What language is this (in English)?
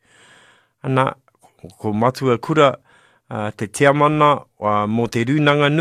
Māori